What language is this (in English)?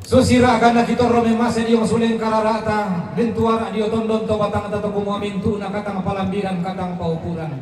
Toraja-Sa'dan